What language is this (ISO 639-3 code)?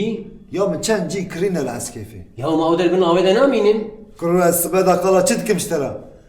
kur